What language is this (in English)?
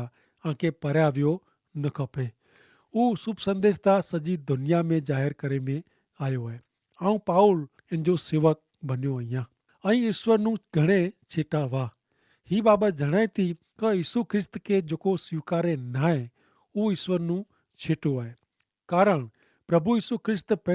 Kachhi